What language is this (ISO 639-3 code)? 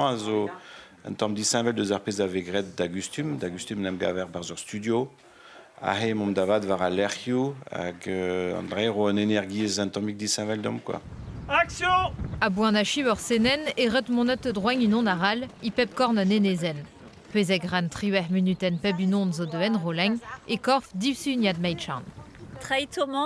bre